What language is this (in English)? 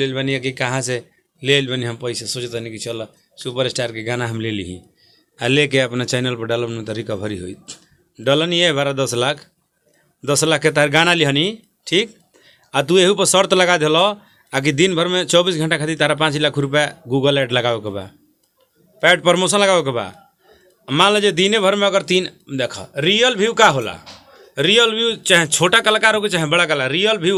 Bhojpuri